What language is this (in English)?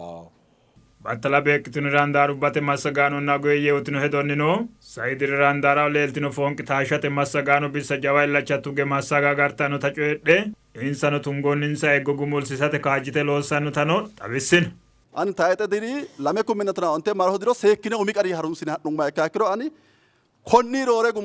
Sidamo